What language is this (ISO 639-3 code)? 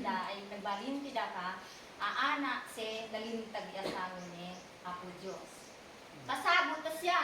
isd